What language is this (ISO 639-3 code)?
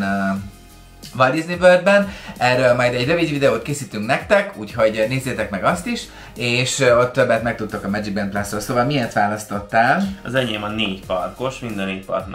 hun